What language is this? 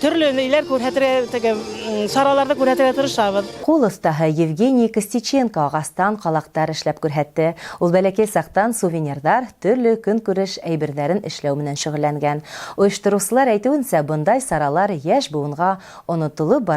Bashkir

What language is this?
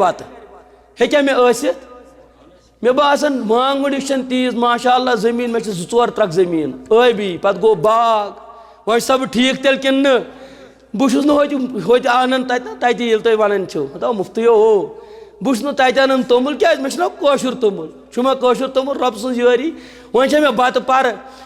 Kashmiri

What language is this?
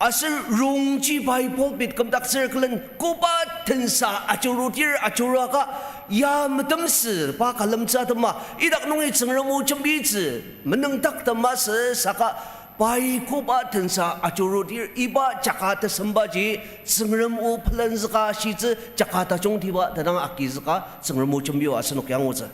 Ao Naga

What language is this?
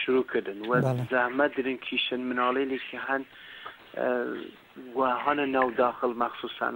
Kurdish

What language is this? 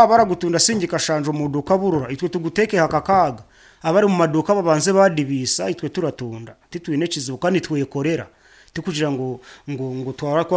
Nyankole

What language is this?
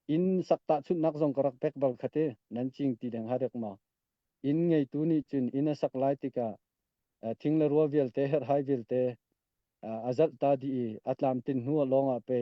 Hakha Chin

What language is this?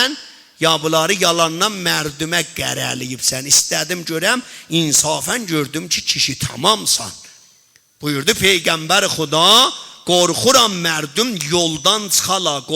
South Azerbaijani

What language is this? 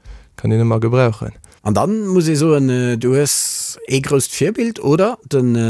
Luxembourgish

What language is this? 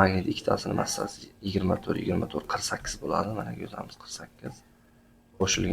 Uzbek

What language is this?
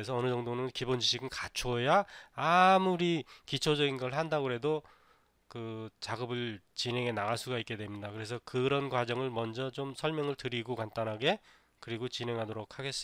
Korean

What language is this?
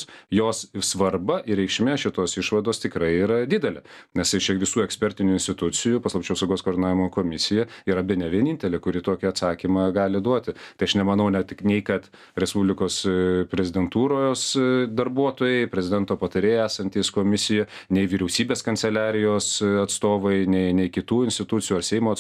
Lithuanian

